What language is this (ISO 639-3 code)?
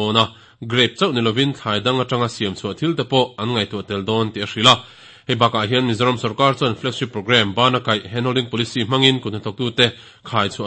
lus